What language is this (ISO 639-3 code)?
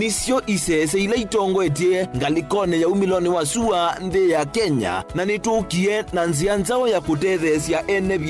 kam